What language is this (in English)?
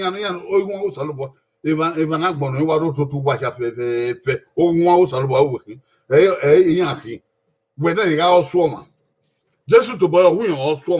Bini